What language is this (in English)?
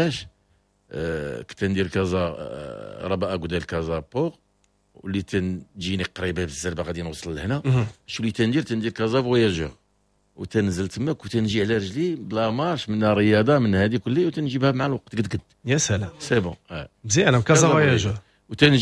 Moroccan Arabic